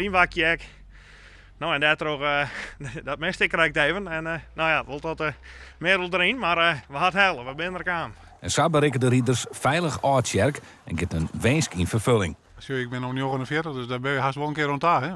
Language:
Western Frisian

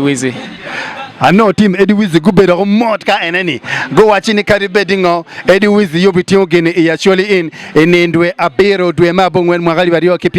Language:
Acoli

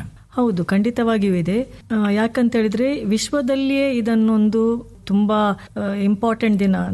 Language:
Kannada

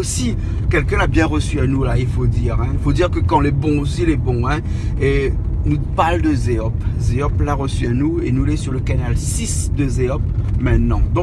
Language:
Réunion Creole French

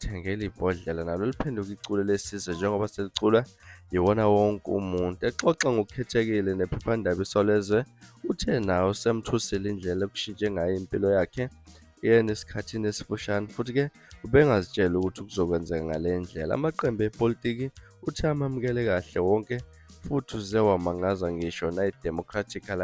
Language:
Zulu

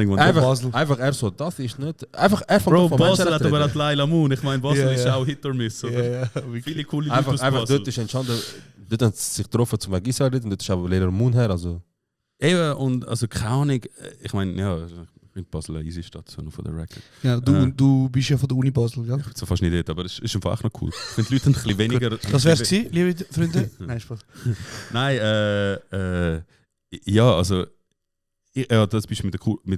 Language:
Swiss German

